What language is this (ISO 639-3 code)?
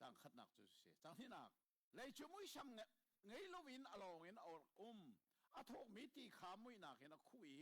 cnh